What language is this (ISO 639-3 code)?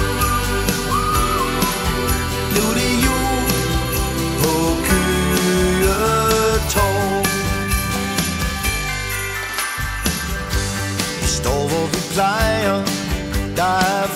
dan